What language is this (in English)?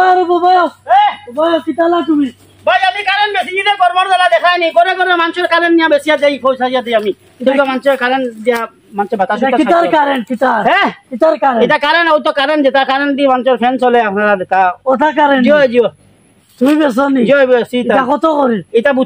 Sylheti